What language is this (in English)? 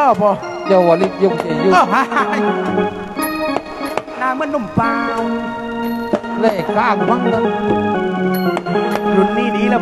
Thai